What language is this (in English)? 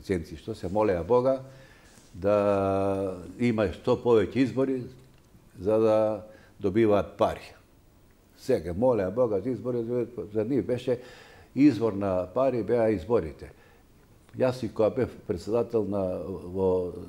Macedonian